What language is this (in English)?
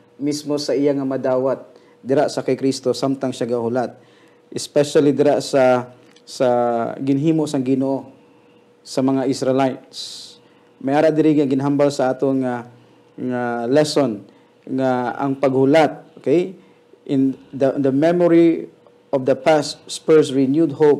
Hiligaynon